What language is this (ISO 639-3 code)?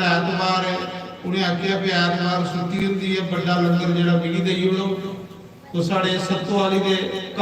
doi